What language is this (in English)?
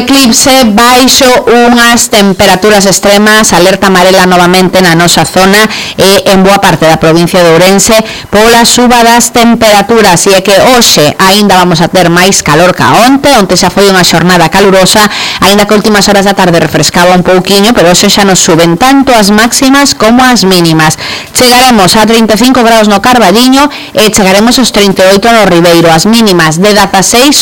Galician